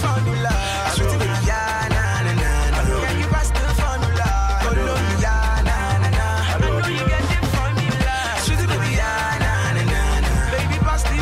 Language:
Nigerian Pidgin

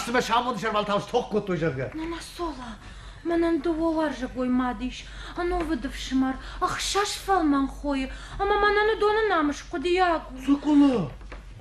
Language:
Ossetic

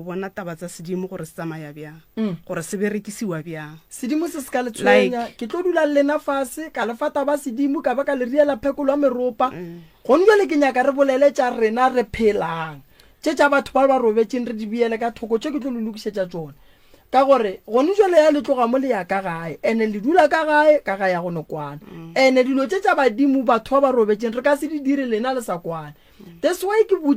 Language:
Northern Sotho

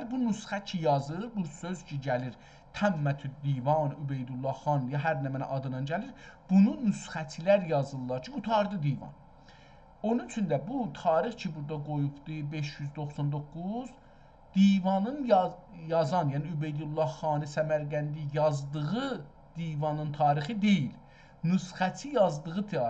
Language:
South Azerbaijani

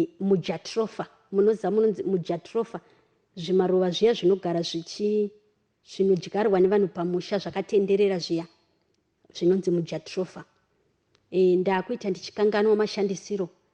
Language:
Shona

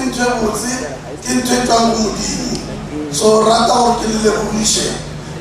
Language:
Northern Sotho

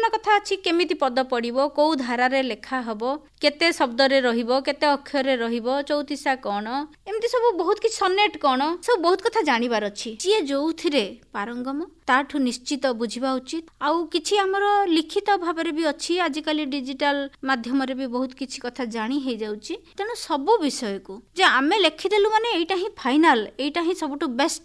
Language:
Odia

